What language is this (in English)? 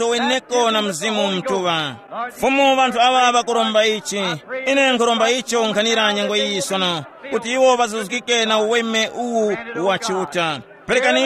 Tumbuka